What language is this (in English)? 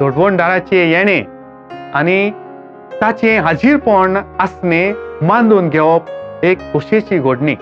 Konkani